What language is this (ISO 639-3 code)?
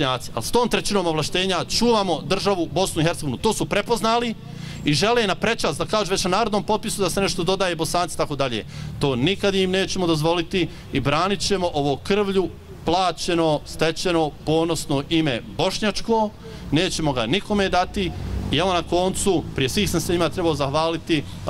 bos